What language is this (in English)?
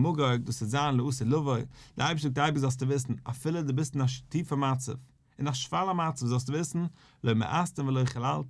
Yiddish